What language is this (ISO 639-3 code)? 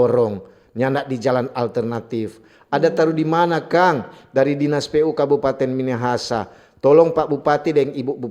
xmm